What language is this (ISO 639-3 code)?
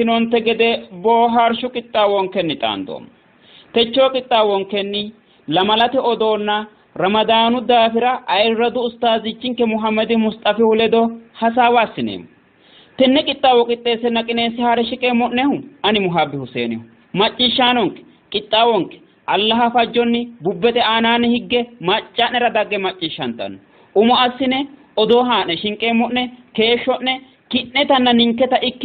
sid